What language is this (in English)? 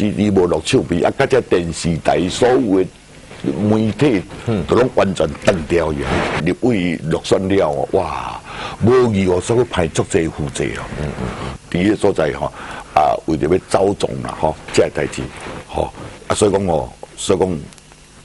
Min Nan Chinese